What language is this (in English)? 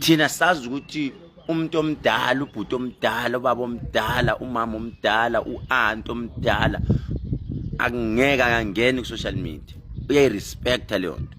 Zulu